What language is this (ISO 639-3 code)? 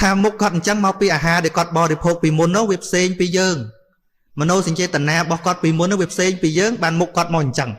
khm